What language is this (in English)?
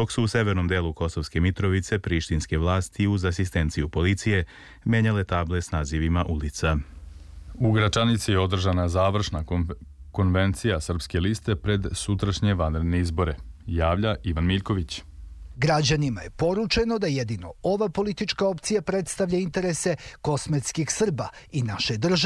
Serbian